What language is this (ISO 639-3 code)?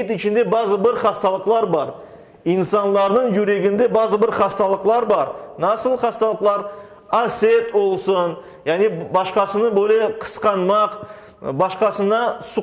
crh